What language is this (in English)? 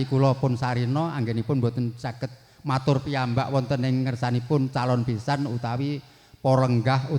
Javanese